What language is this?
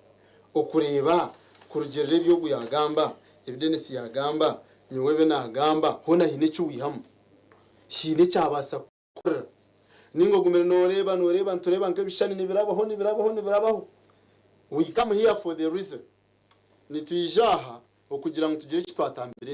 Nyankole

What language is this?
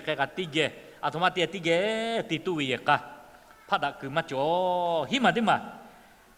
Lahu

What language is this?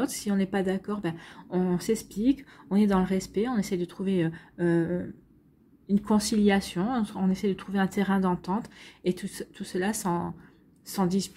French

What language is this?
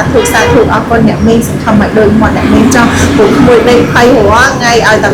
Khmer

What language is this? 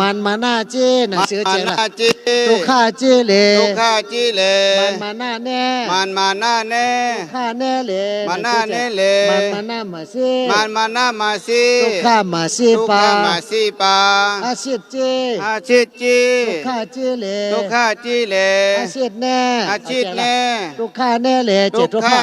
Shan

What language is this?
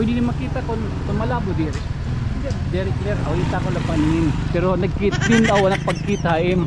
Waray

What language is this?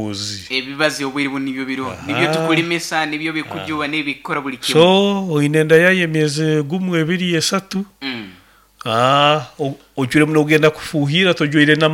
Nyoro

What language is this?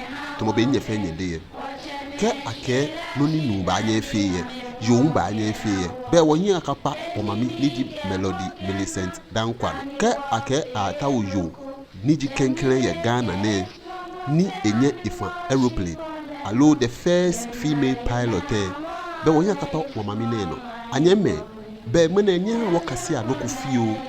Ga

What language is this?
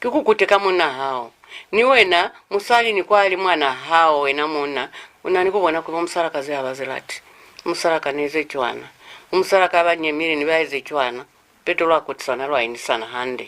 Lozi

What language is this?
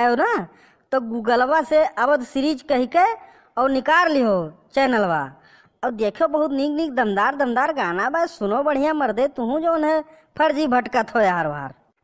Awadhi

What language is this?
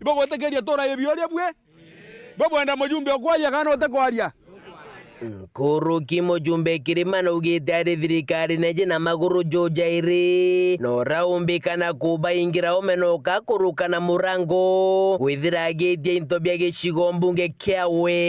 Meru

